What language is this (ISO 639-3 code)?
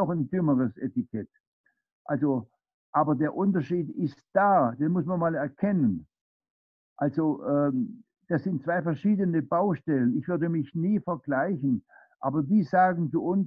deu